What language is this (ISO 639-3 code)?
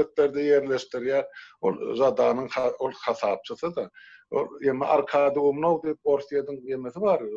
tuk